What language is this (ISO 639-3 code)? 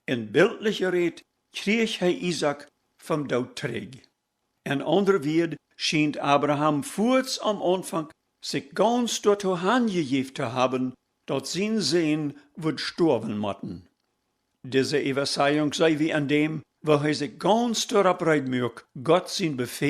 pdt